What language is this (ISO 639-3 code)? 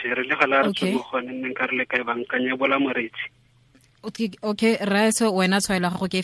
tsn